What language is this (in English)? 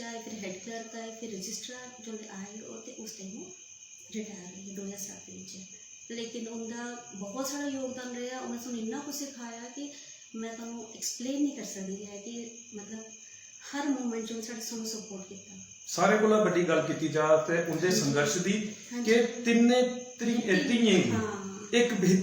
Dogri